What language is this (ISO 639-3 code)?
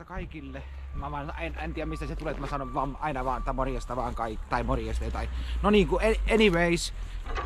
fin